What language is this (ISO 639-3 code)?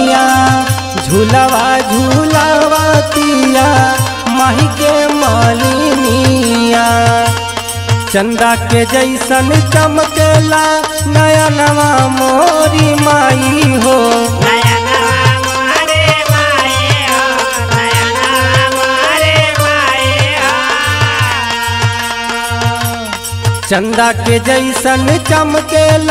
bho